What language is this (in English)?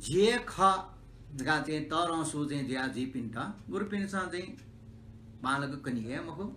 Newari